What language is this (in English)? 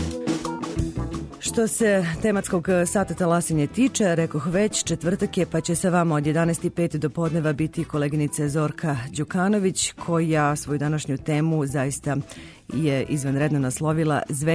Serbian